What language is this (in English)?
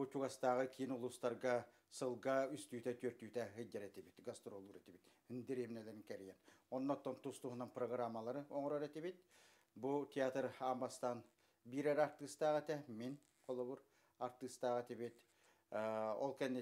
Yakut